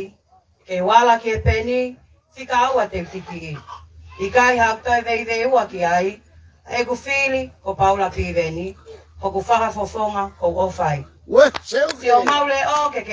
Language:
Tongan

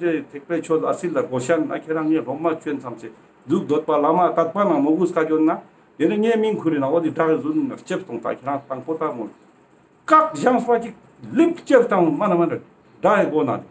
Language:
Ladakhi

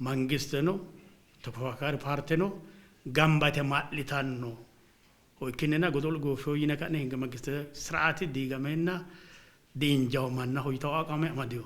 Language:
Sidamo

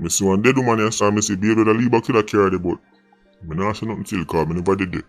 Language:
Jamaican Creole English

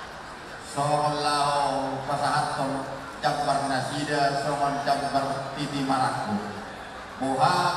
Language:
Batak Toba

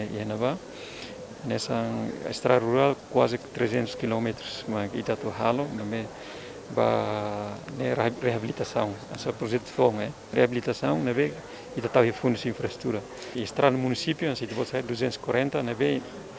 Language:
Tetum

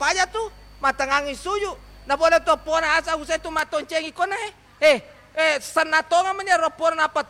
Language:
Buginese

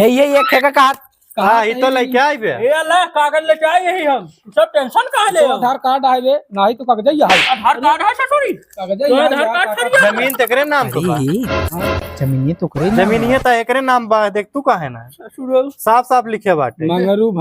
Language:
Awadhi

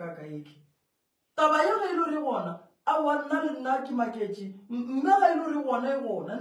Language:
Northern Sotho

